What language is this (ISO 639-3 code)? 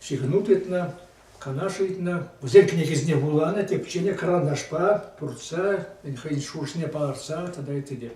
chv